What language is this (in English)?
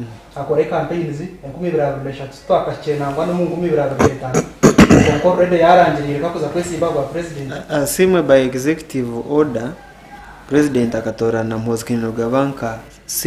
Nyankole